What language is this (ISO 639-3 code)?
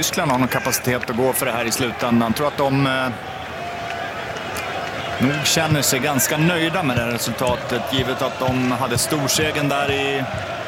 swe